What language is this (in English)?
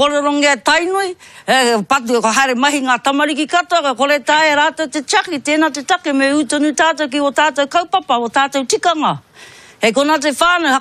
Māori